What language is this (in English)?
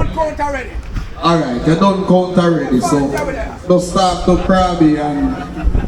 Jamaican Creole English